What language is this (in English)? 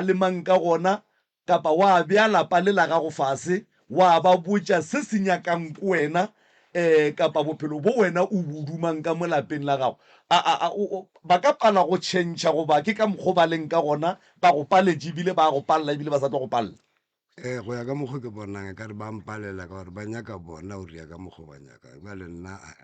Northern Sotho